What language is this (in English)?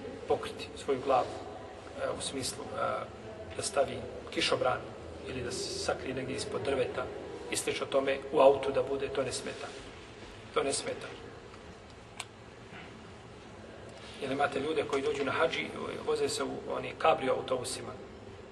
Bosnian